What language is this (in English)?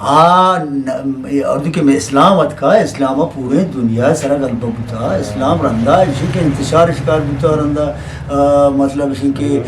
Eastern Balochi